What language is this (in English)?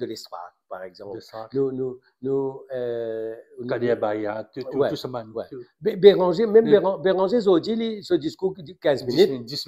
Morisyen